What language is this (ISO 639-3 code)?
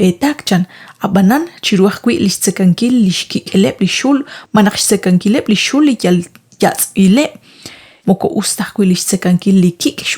kek